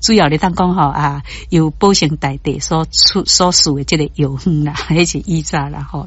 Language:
Min Nan Chinese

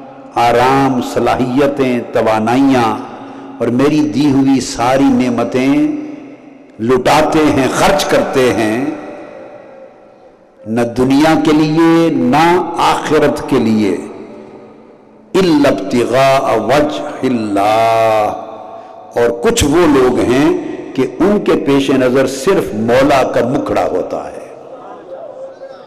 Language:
Urdu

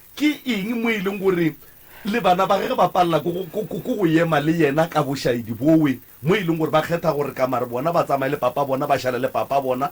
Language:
Northern Sotho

